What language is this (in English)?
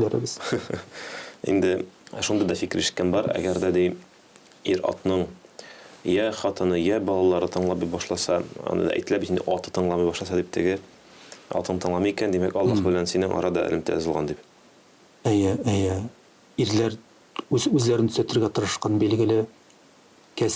Tatar